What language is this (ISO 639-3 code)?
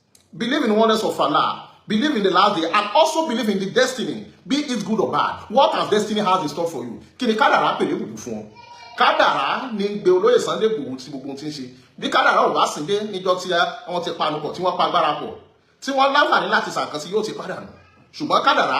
yor